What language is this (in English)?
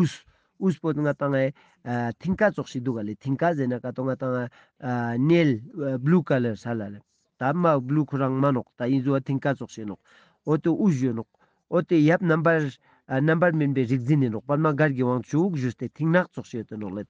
Ladakhi